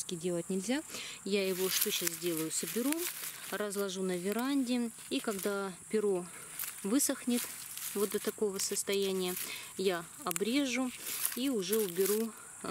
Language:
Russian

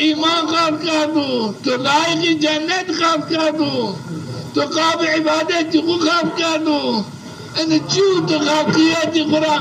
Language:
Zaza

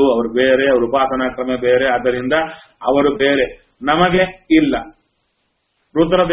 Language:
Kannada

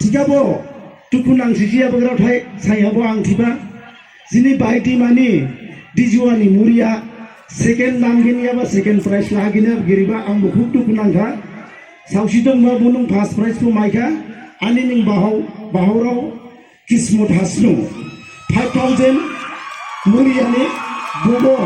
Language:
Dimasa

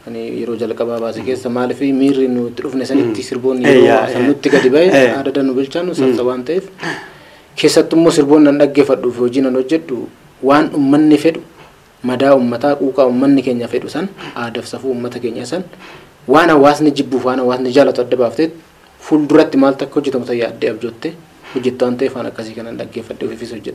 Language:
Oromo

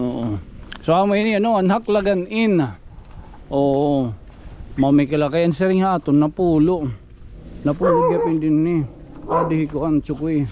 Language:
Waray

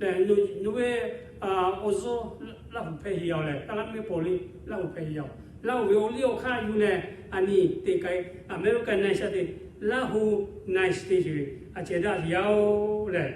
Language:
Lahu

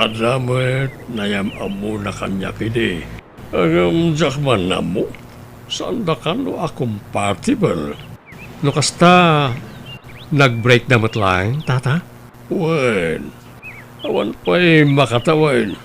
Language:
Iloko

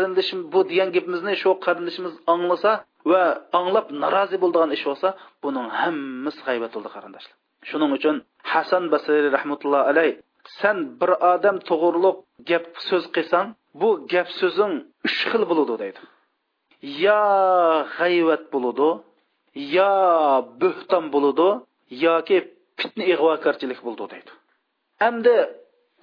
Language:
Uyghur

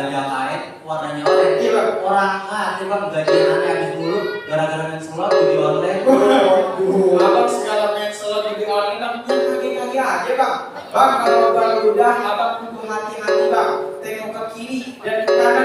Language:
Betawi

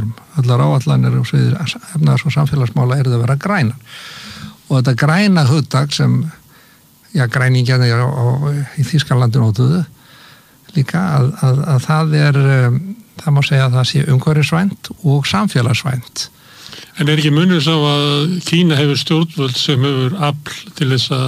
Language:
Icelandic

